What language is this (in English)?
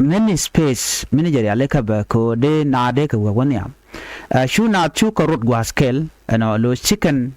Nuer